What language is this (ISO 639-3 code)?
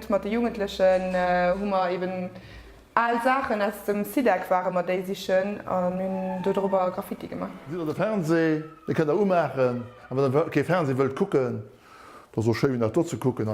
ltz